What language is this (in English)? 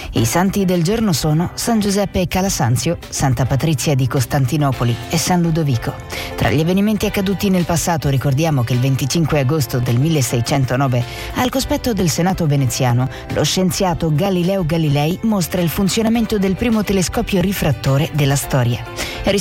Italian